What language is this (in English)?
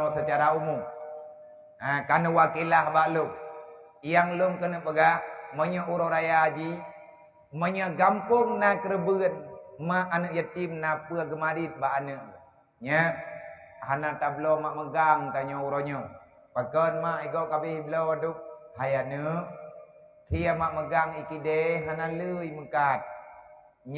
Achinese